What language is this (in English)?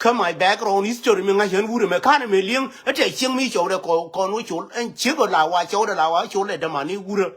Nuer